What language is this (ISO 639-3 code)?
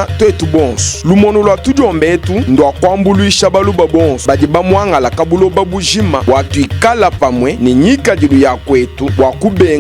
lua